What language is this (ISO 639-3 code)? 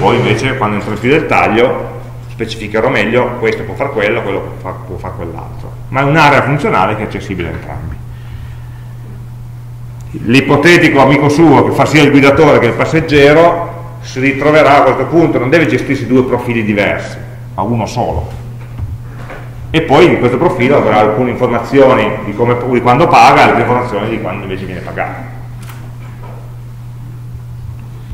ita